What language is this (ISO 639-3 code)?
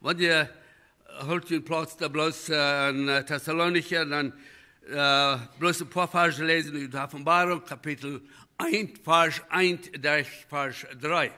pdt